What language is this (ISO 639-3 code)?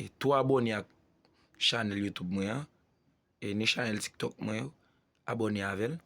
hat